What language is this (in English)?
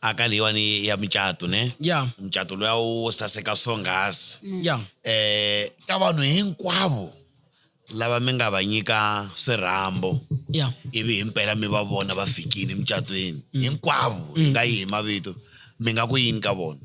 Tsonga